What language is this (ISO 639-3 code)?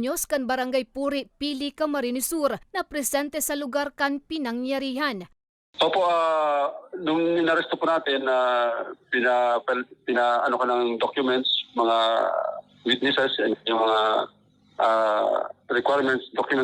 bik